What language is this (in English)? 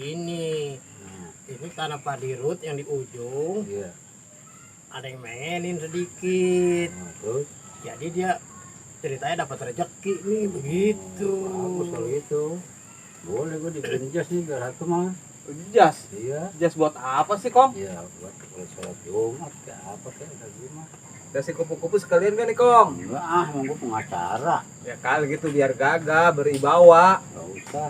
Betawi